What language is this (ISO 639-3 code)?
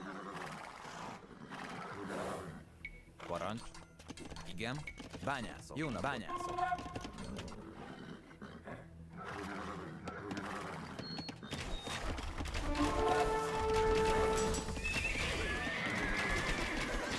hun